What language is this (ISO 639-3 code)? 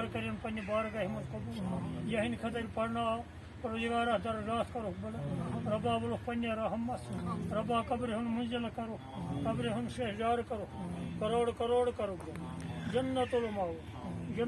kas